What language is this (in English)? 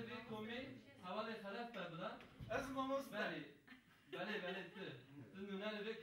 Kurdish